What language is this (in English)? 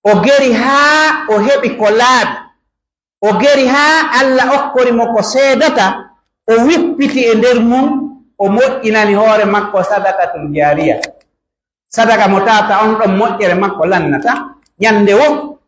Pular